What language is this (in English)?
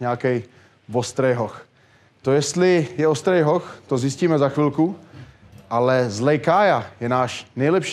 Czech